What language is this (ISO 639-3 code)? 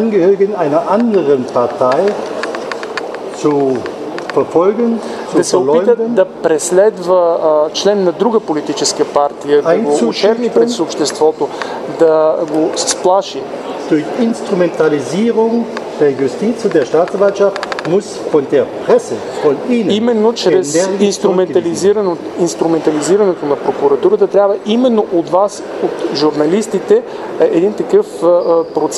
bul